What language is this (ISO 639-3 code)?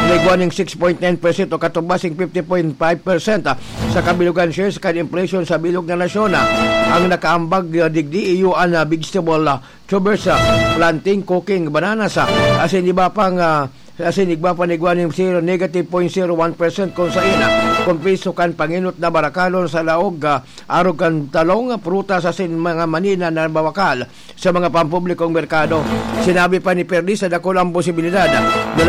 bik